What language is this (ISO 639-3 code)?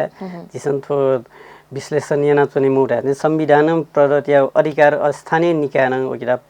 new